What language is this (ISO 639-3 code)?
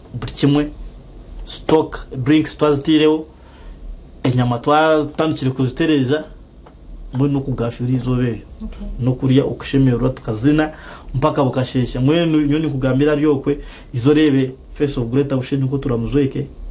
nyn